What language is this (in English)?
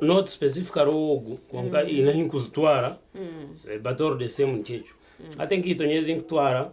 Nyankole